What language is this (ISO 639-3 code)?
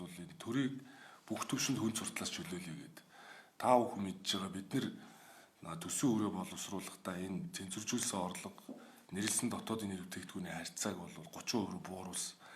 mon